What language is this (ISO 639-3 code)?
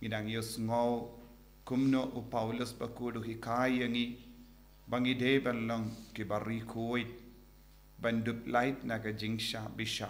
kha